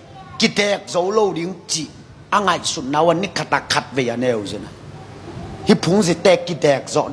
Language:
Tedim Chin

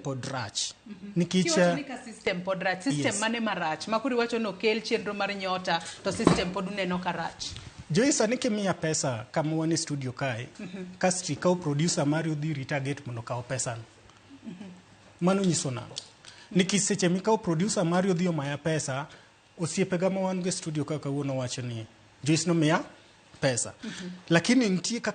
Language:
Luo (Kenya and Tanzania)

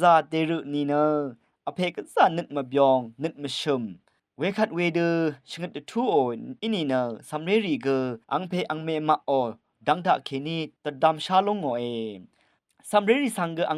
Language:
Rawang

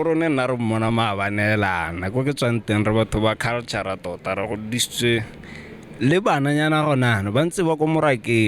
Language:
Tswana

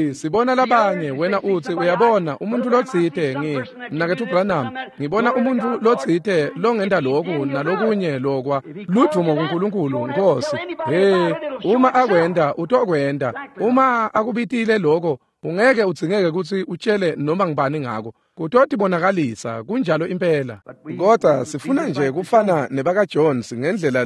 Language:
Swati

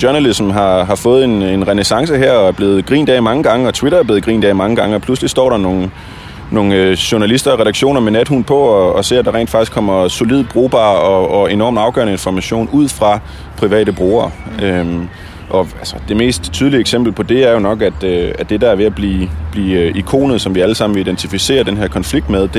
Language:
Danish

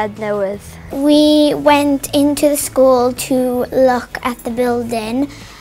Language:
English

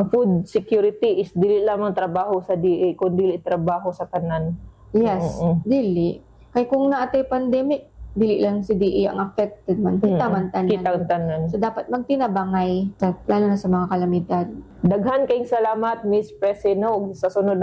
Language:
Cebuano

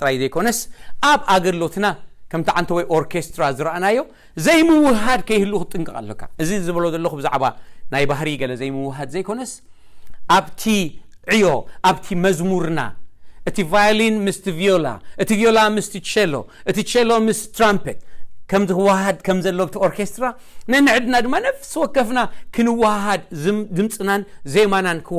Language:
Tigrinya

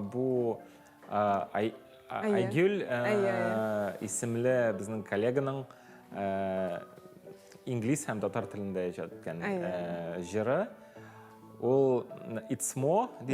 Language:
Tatar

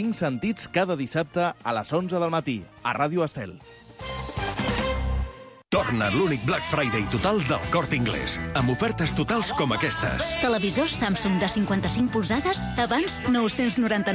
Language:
Catalan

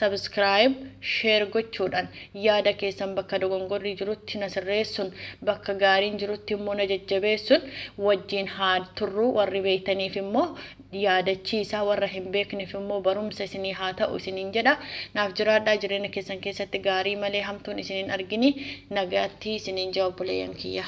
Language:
Oromo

